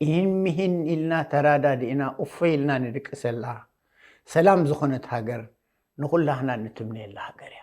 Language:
Tigrinya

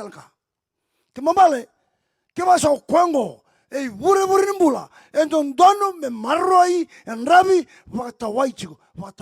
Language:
Fijian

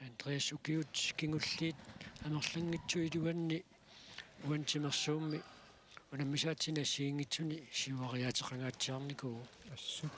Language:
Kalaallisut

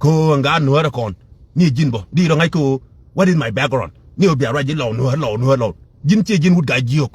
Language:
Nuer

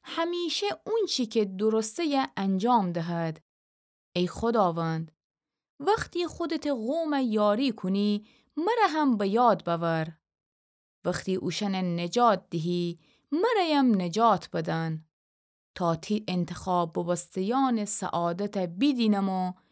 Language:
Gilaki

